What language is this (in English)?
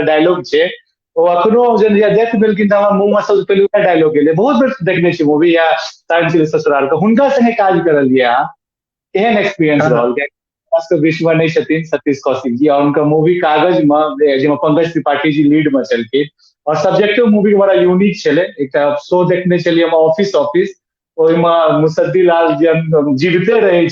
Maithili